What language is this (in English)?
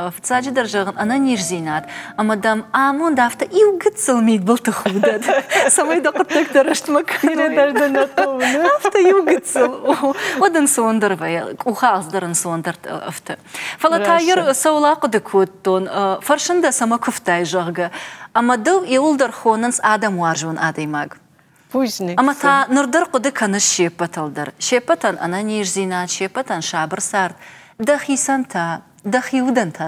Ossetic